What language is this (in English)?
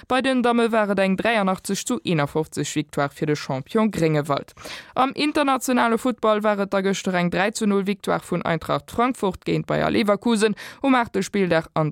Luxembourgish